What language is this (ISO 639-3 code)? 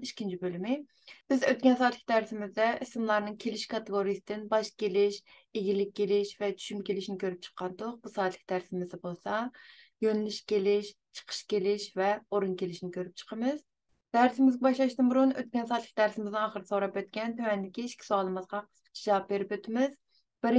uig